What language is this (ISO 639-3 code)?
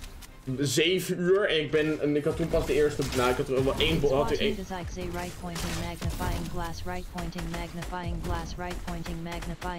nld